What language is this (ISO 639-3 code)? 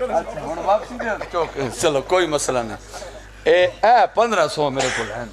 phr